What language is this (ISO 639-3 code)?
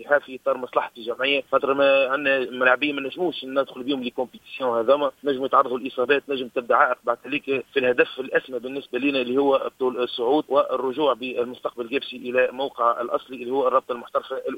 aeb